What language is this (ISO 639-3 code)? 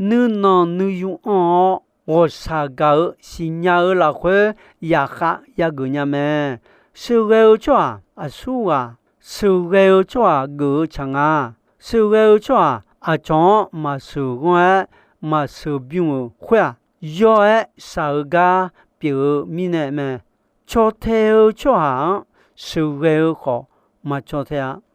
ahk